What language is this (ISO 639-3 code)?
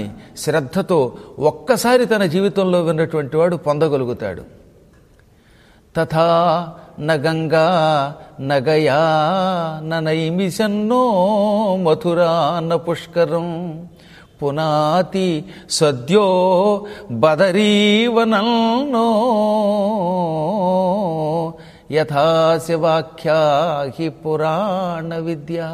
tel